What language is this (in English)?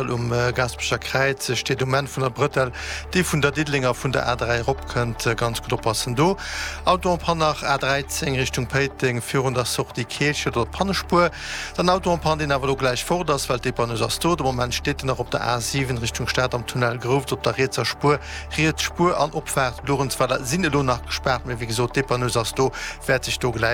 Luxembourgish